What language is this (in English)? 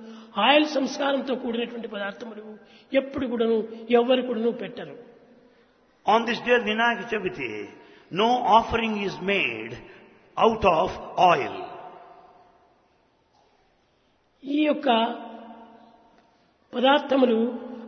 Telugu